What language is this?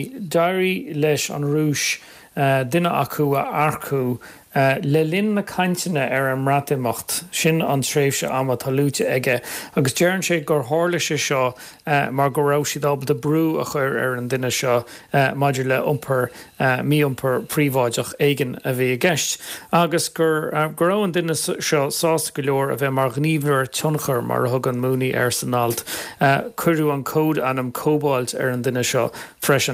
Irish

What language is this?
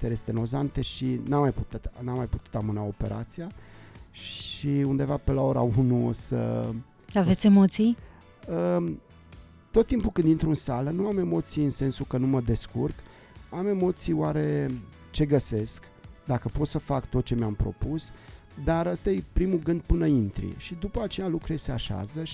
Romanian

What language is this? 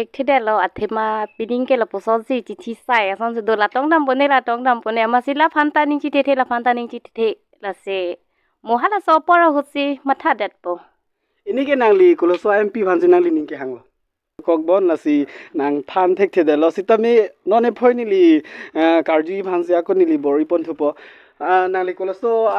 Karbi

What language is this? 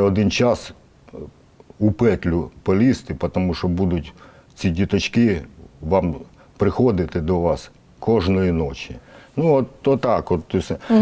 Ukrainian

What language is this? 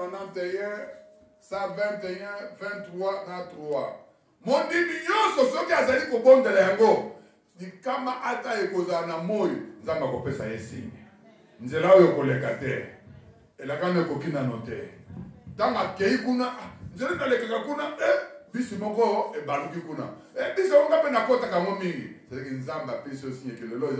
Lingala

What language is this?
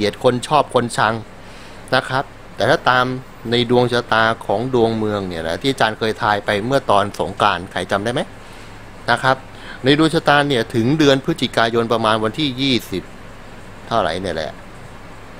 Thai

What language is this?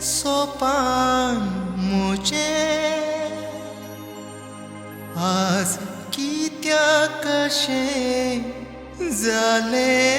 Konkani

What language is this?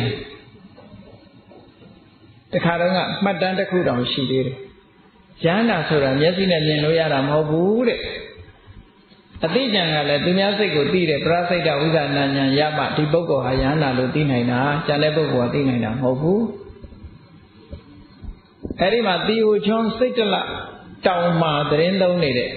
Burmese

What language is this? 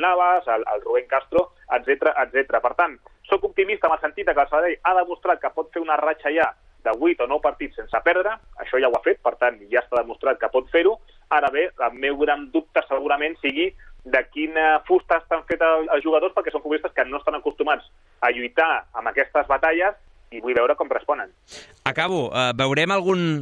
Catalan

